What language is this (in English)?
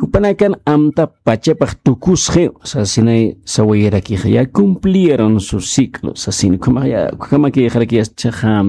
Aymara